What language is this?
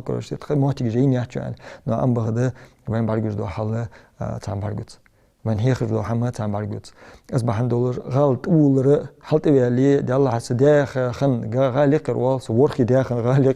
Ingush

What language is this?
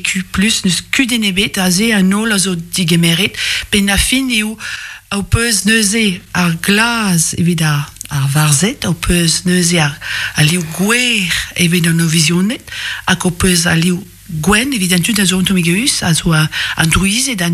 Breton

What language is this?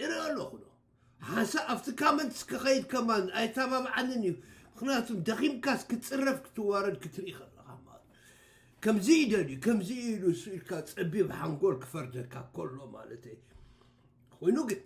Tigrinya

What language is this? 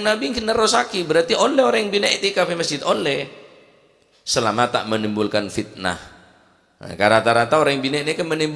Madurese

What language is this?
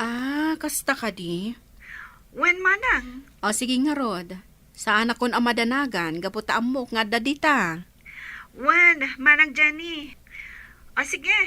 Iloko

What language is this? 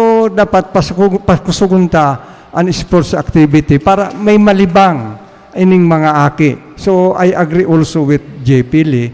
Bikol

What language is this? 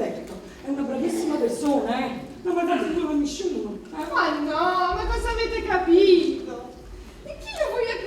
Neapolitan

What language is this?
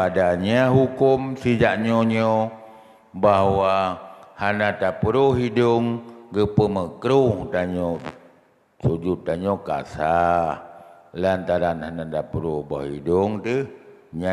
Achinese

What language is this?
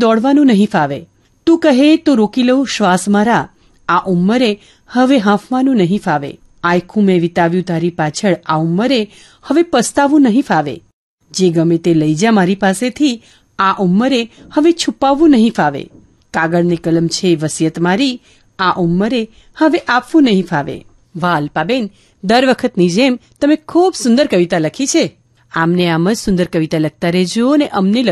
Gujarati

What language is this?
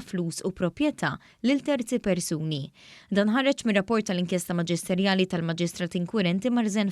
Maltese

